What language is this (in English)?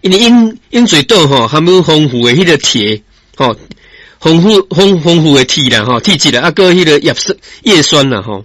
Min Nan Chinese